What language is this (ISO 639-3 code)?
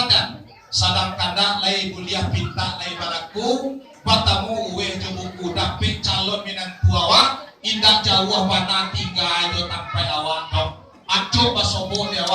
min